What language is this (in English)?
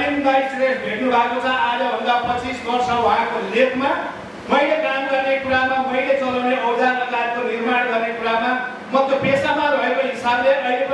Nepali